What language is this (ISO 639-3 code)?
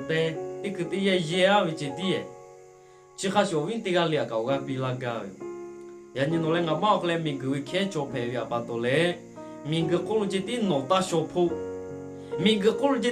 lhu